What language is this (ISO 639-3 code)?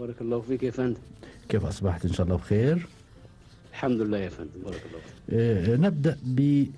afb